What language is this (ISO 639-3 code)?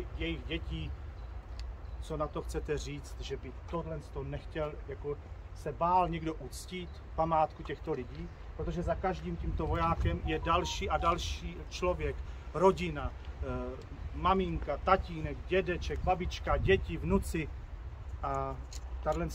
ces